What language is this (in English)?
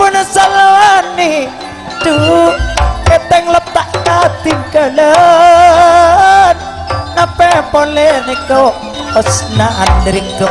Madurese